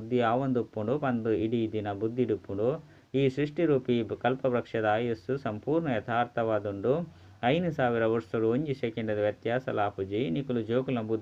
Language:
Tulu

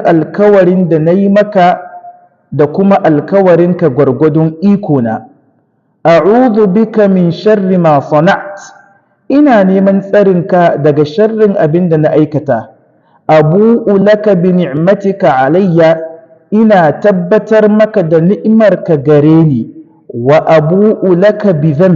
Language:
Hausa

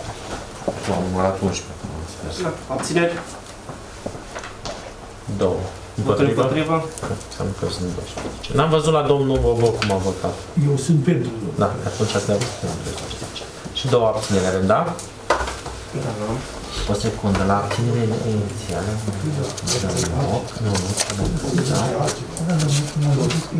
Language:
Romanian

